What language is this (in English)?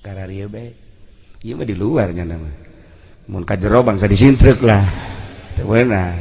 Sundanese